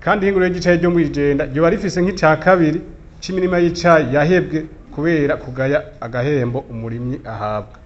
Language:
Rundi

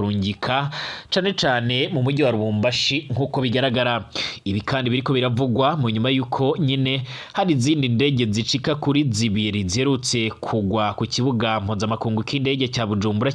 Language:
Rundi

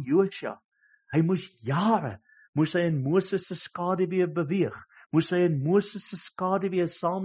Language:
Afrikaans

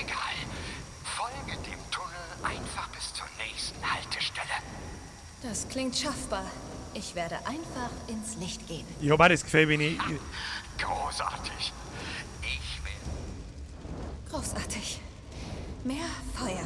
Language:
Bavarian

